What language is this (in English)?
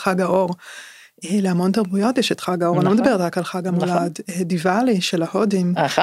Hebrew